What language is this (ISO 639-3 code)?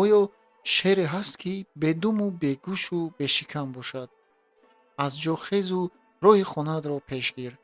tgk